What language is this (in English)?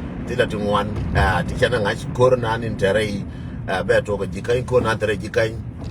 Nuer